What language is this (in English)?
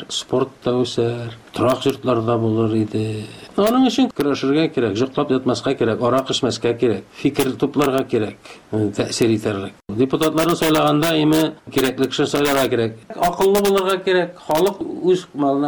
Tatar